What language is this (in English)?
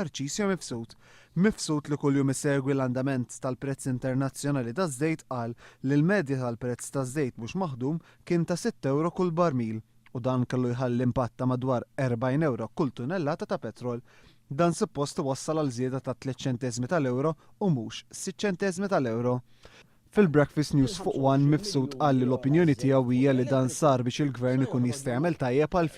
Maltese